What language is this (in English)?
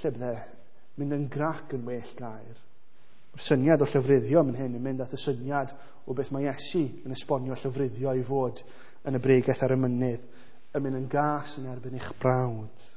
Welsh